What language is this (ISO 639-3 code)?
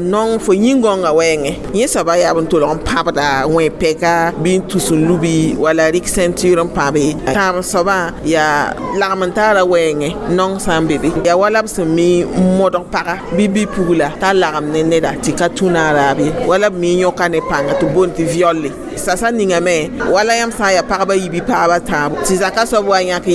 mos